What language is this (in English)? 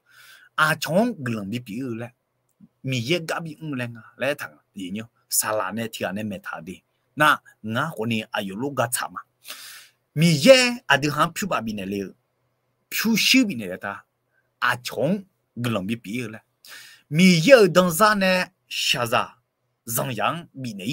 Akha